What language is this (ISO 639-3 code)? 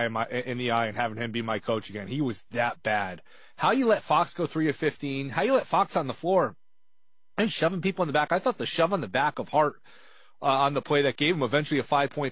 eng